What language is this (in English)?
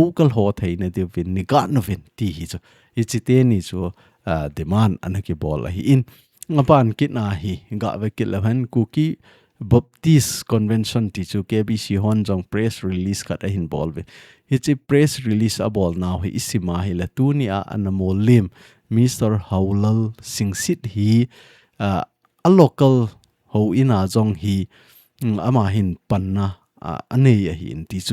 Thado Chin